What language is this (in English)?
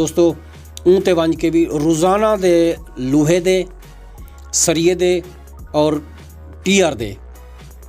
Saraiki